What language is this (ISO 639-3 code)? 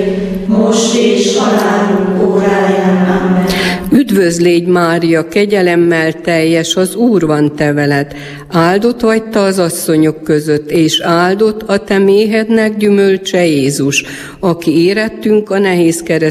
hun